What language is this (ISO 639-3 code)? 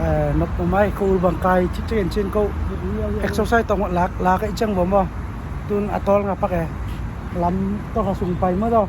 ctd